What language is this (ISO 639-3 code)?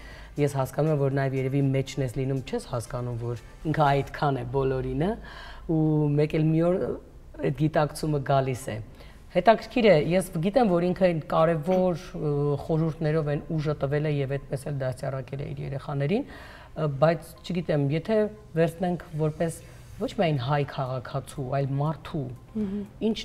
hye